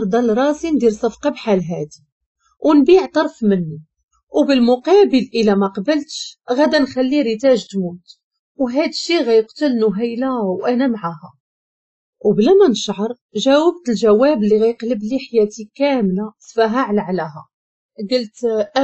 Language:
Moroccan Arabic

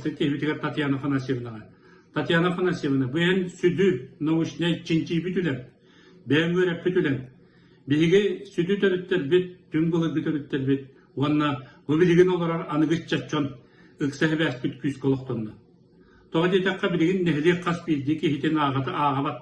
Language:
Yakut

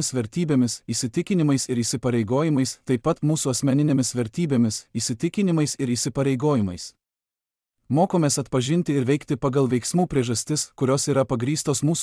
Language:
Lithuanian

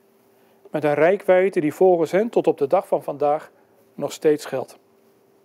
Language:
Dutch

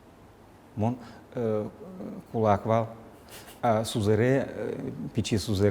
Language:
Udmurt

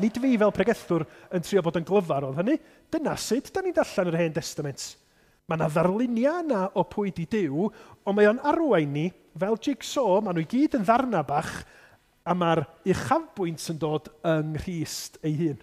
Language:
Welsh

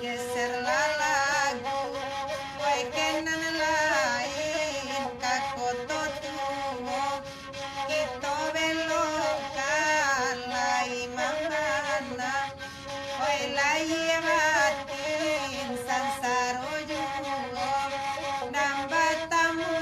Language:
Minangkabau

